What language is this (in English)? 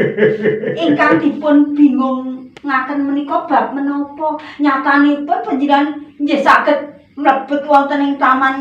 Javanese